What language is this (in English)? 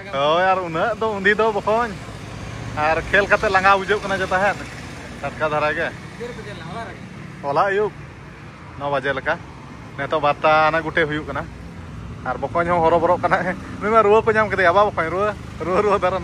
Santali